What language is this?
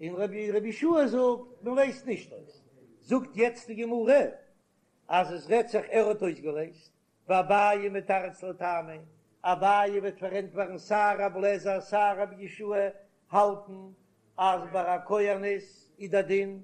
Yiddish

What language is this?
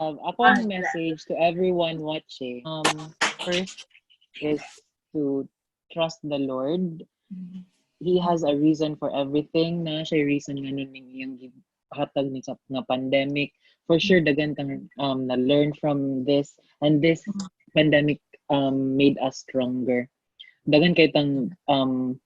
Cebuano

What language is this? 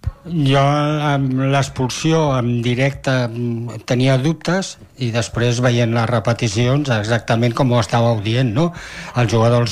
Catalan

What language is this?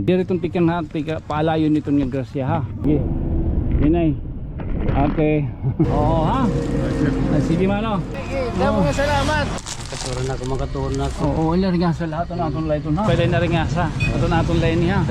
Waray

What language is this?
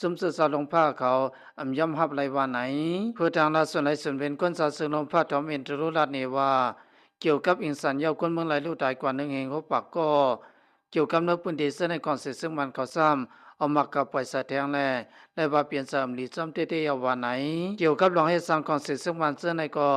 Lao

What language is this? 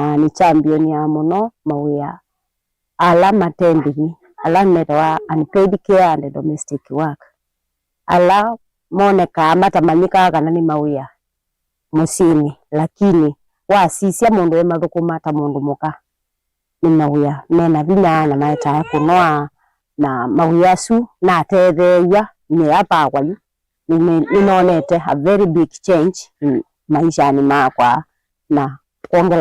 Kamba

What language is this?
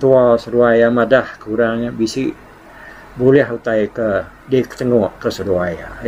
Iban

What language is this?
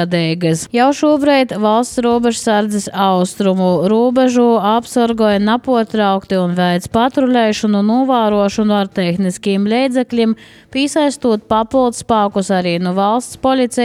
Latvian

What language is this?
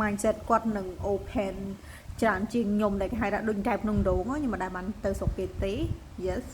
Khmer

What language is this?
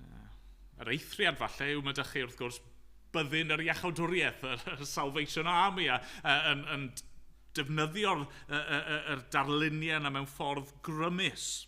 Welsh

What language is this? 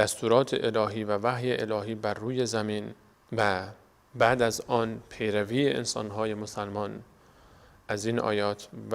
Persian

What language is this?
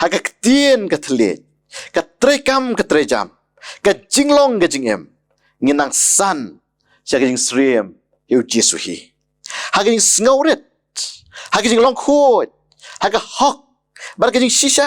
Khasi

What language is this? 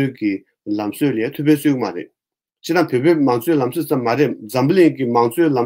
Tibetan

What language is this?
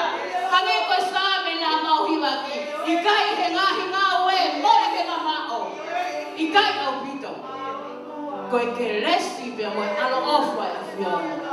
Tongan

